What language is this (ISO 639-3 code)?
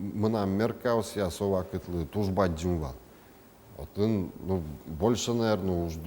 udm